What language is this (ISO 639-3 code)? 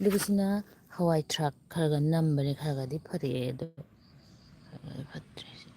mni